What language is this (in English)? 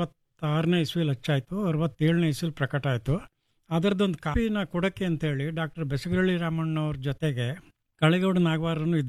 Kannada